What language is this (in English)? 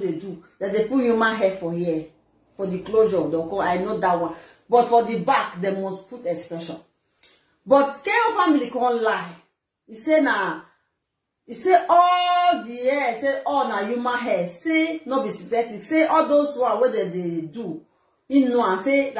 Nigerian Pidgin